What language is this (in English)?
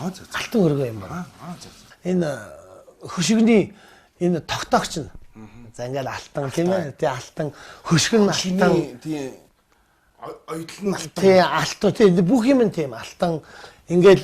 Mongolian